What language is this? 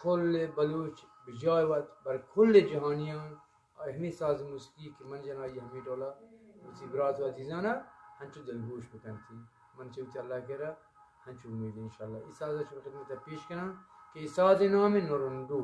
Eastern Balochi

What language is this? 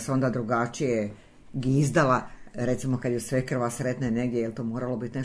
Croatian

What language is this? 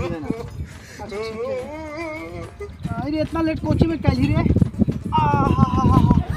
Magahi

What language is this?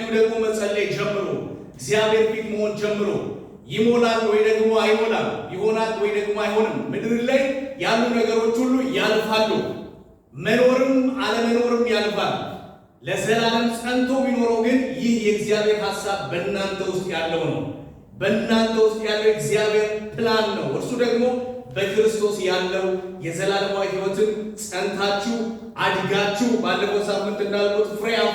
Amharic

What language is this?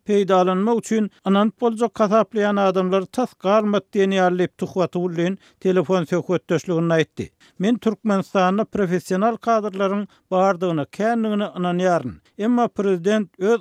Turkmen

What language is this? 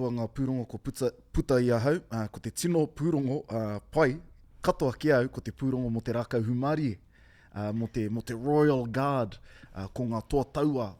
Māori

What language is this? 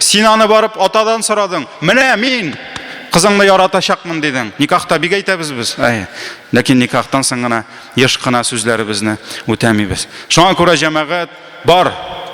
Tatar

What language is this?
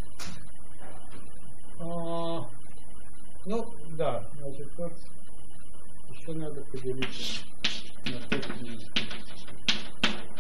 Russian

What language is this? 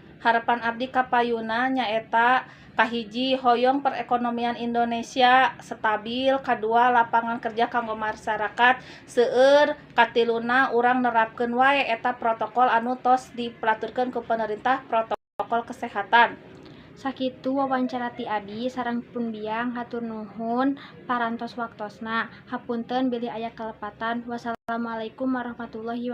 Sundanese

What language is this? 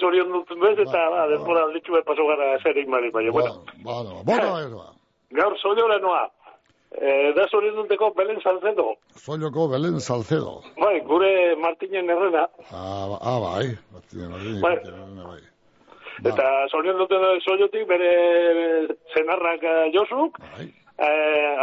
Basque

